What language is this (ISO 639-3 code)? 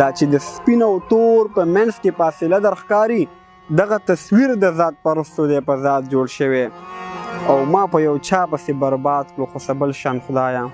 pus